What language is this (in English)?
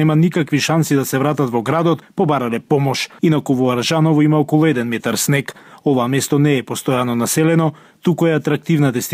Macedonian